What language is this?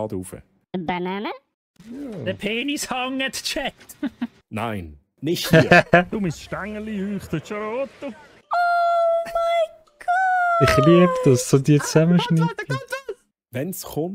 Swiss German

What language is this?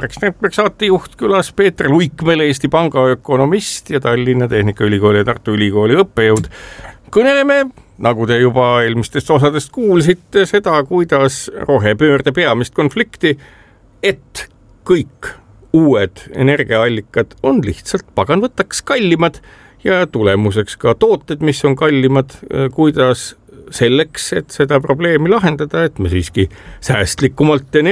Estonian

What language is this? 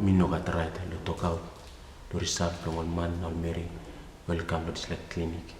Tok Pisin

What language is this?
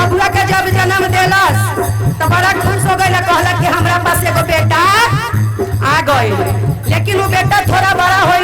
Magahi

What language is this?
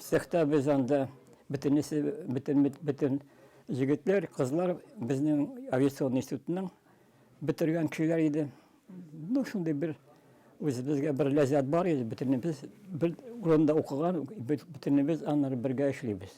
Tatar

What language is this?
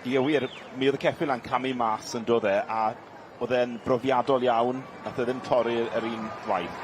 Welsh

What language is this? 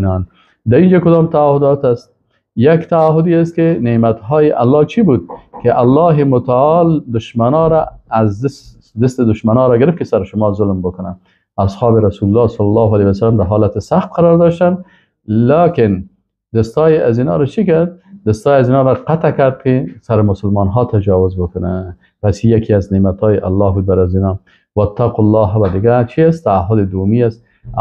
Persian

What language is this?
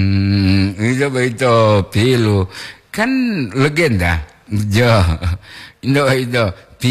Gorontalo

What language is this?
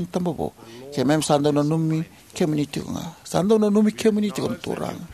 Fijian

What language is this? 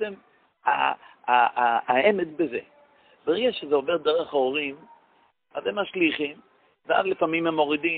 Hebrew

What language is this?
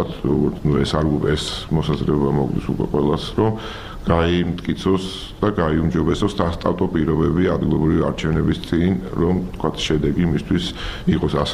Georgian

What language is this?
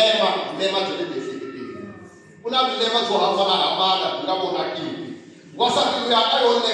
Tsonga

